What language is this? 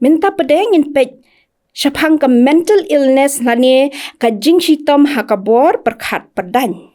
Khasi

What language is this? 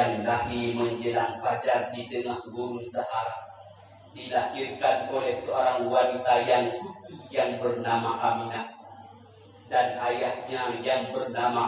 Achinese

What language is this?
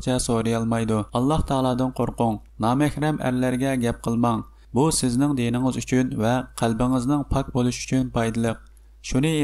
Uyghur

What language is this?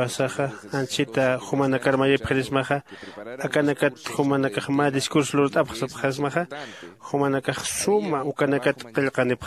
Aymara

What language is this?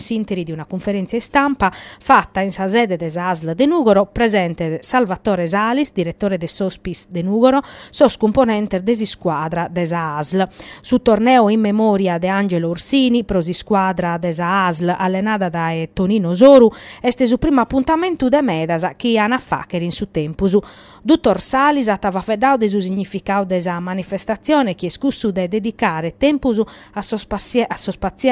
Sardinian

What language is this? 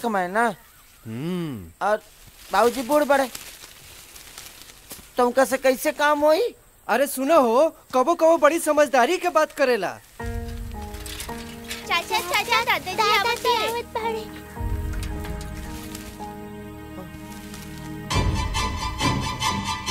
Bhojpuri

